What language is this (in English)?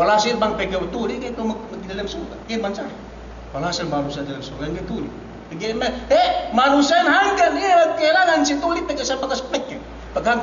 Yakan